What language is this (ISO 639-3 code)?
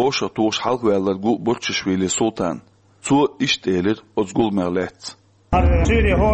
che